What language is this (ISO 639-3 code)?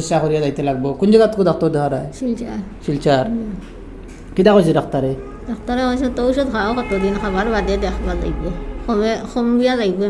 syl